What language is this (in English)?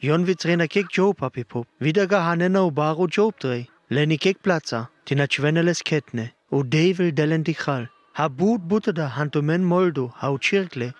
Sinte Romani